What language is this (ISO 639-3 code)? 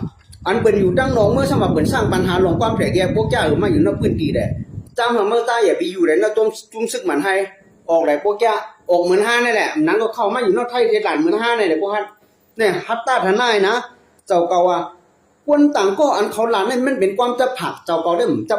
shn